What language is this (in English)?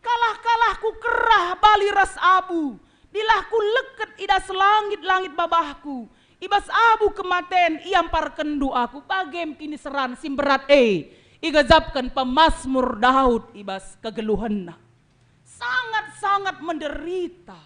Batak Karo